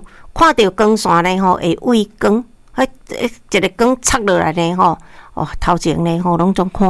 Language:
Min Nan Chinese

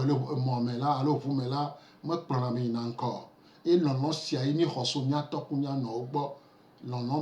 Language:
Gen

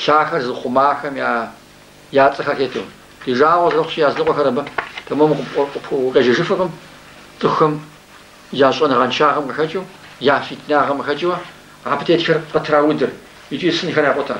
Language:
Kabardian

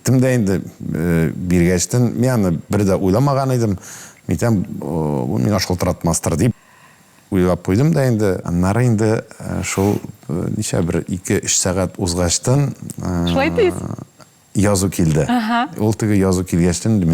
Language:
Tatar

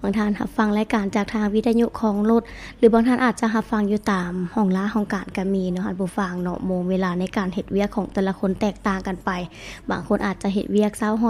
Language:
Lao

